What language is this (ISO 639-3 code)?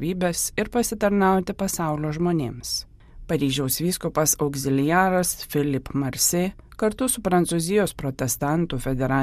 lit